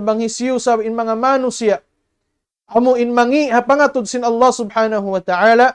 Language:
Tausug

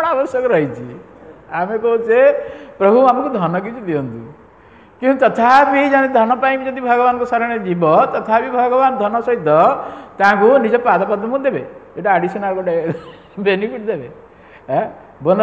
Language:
Odia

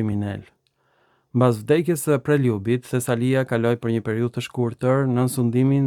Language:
Albanian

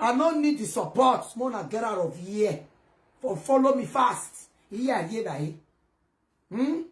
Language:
Nigerian Pidgin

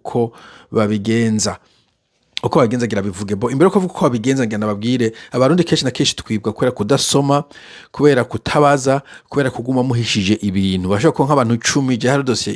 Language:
Rundi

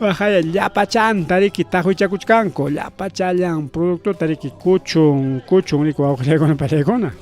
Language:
Ayacucho Quechua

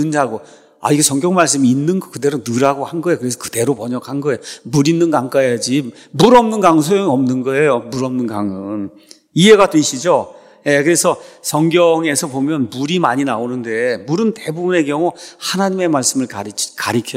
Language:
Korean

